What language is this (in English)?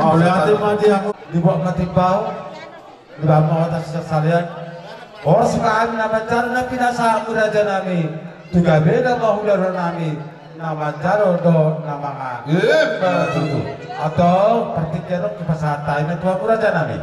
Batak Toba